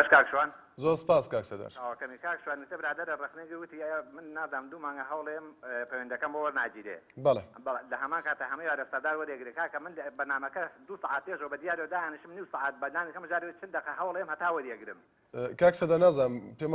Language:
Central Kurdish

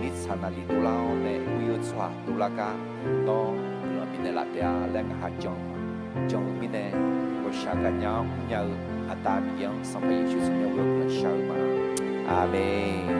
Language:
Akha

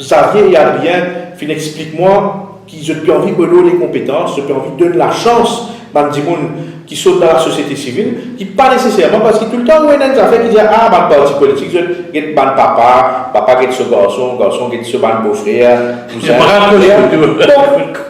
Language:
Morisyen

